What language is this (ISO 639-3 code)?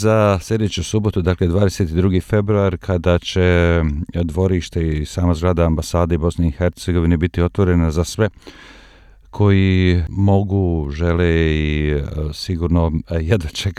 bos